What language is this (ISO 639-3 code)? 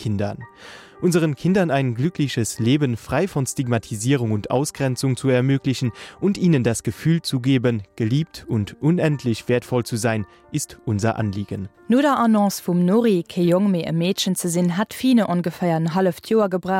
ltz